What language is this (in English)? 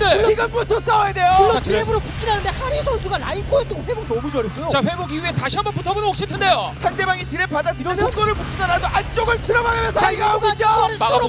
Korean